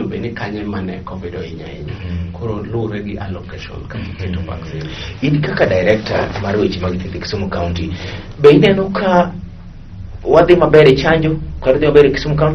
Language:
Luo (Kenya and Tanzania)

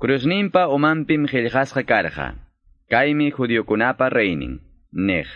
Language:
Quechua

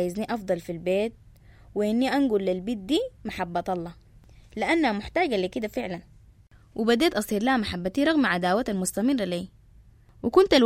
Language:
Sudanese Arabic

